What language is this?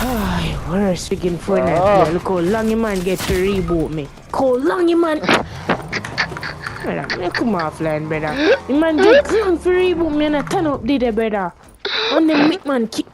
Jamaican Creole English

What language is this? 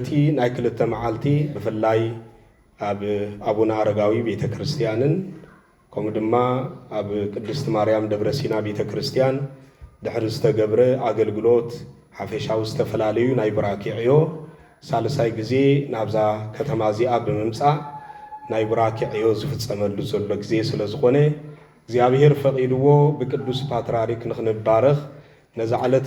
Tigrinya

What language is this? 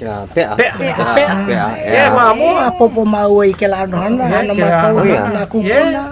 Hawaiian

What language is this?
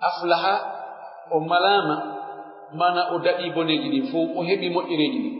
Pular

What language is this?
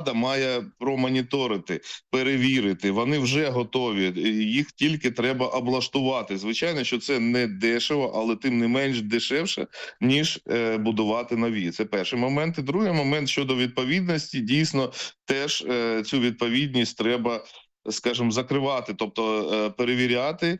Ukrainian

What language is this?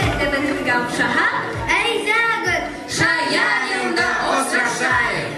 Bashkir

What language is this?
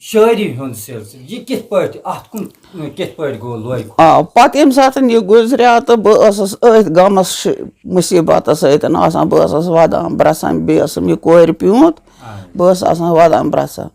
Kashmiri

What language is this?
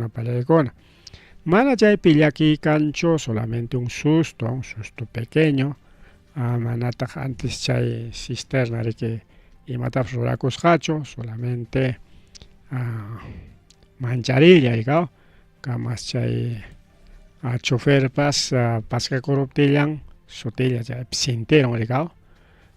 Ayacucho Quechua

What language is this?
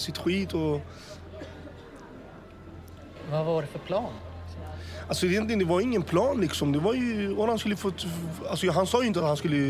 Swedish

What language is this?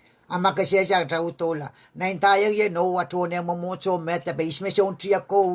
Pohnpeian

